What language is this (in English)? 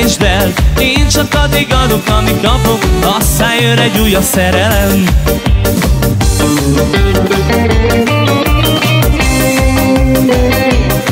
Hungarian